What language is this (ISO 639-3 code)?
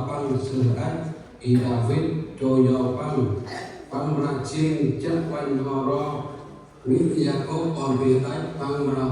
cmo